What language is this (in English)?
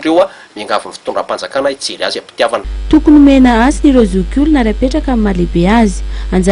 Malagasy